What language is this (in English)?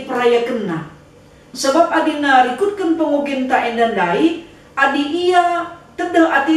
Batak Karo